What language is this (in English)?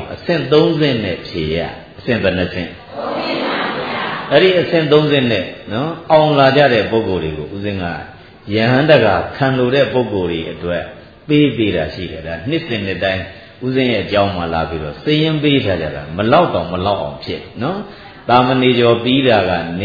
Burmese